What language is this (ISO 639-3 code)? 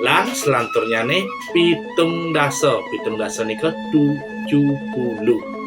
ban